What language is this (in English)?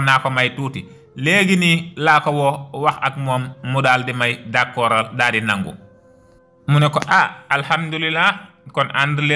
Wolof